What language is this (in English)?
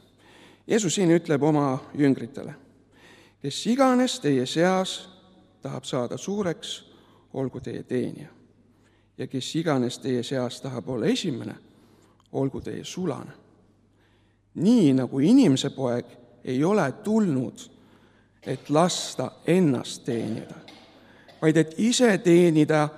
Estonian